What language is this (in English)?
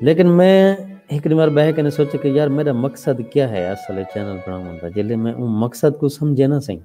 Saraiki